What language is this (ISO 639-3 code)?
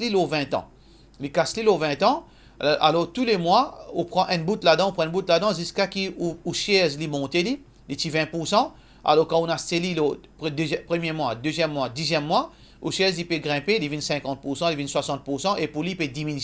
mfe